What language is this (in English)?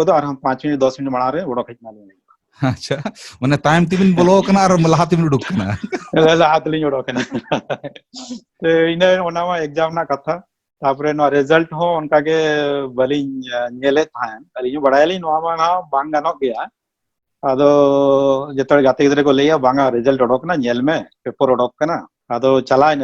Santali